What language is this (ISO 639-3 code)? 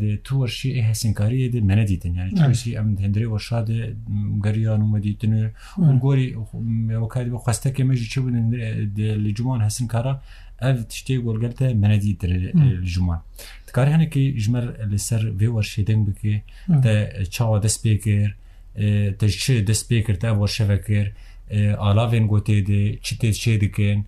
kur